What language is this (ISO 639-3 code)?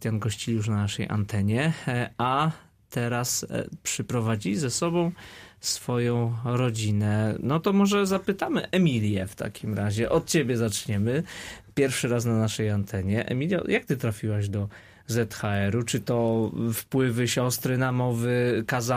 pol